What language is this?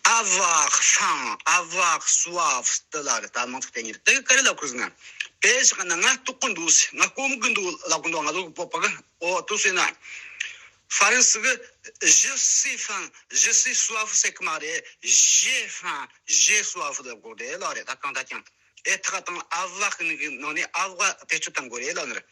Tibetan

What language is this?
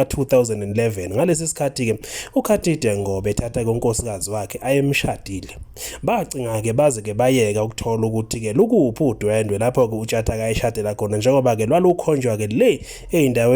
Zulu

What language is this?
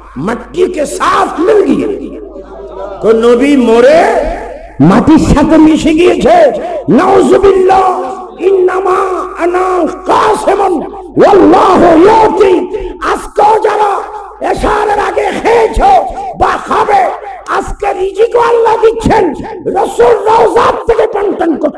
Bangla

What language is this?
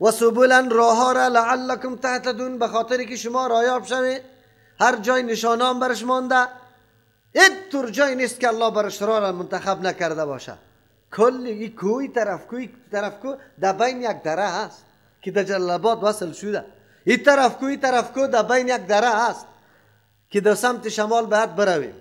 Persian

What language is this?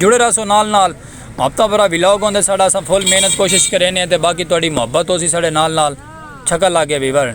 Saraiki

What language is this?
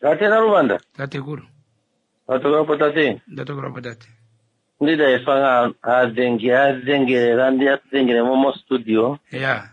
Kuanyama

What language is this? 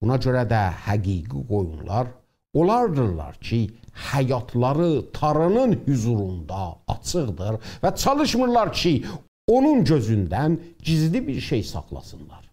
South Azerbaijani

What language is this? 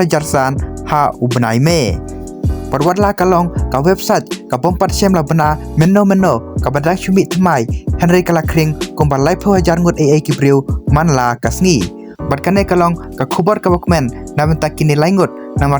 Khasi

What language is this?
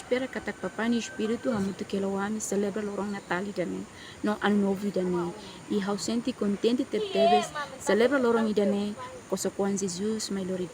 Tetum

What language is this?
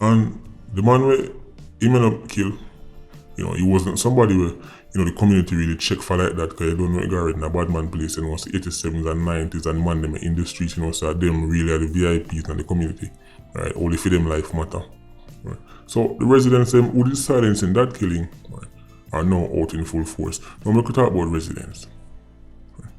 Jamaican Creole English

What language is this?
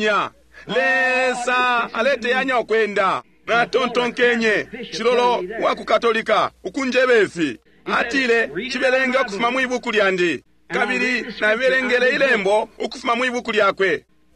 Bemba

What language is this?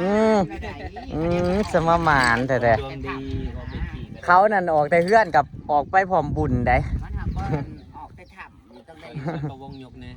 Northeastern Thai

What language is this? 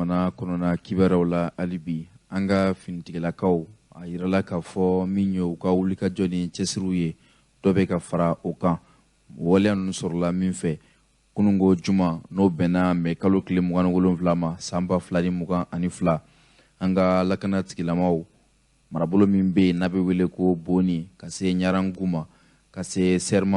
Bambara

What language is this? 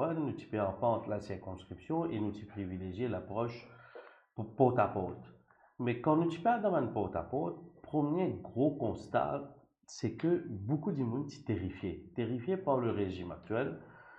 Morisyen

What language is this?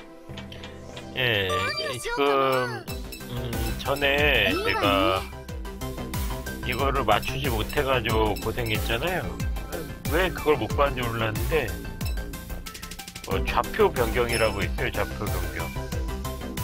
Korean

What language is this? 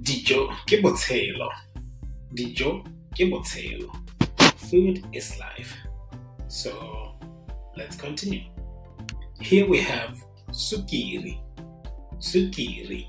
Tswana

